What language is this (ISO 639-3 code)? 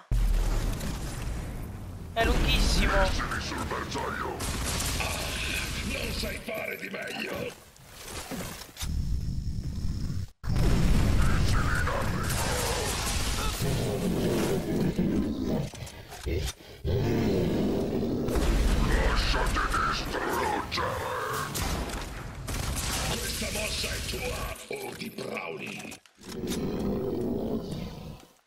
ita